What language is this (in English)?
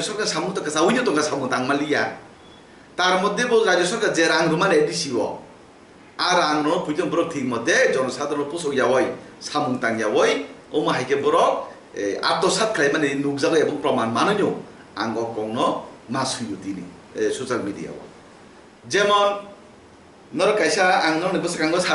Kok Borok